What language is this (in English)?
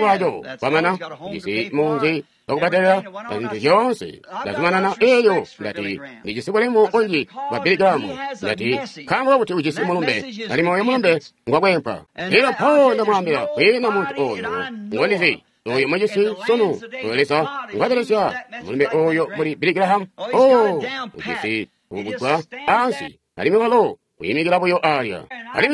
Tonga (Zambia)